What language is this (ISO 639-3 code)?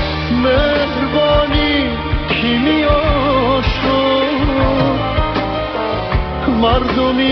fas